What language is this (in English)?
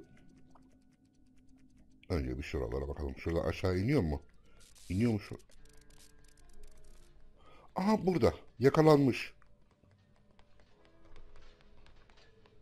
Turkish